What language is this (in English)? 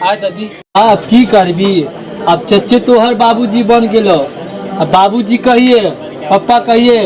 Maithili